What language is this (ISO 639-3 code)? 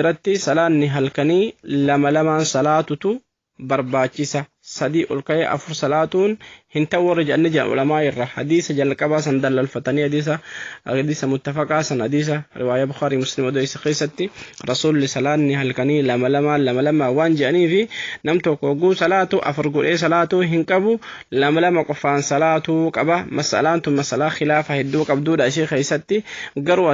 orm